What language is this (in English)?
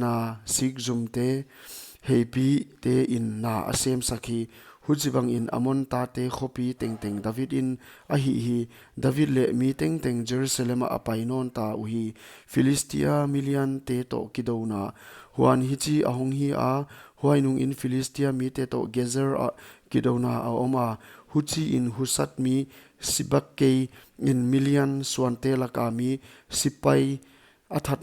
Paite Chin